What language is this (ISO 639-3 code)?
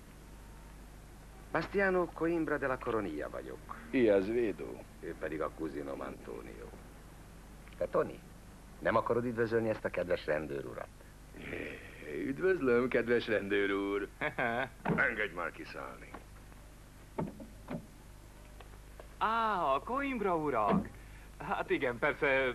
hun